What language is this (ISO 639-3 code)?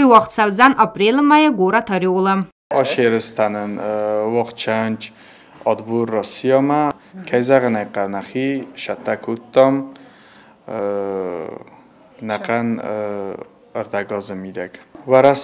oss